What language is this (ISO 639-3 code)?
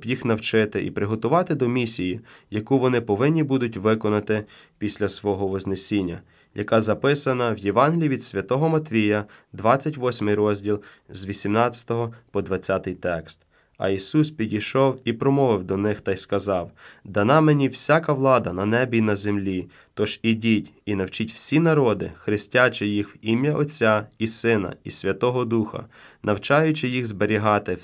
ukr